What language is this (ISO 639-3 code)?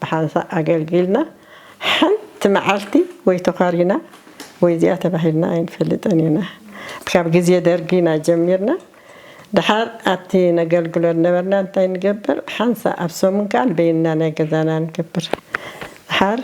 tir